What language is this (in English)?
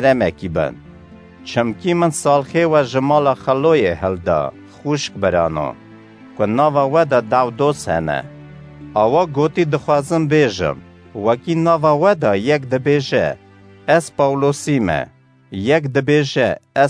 Kurdish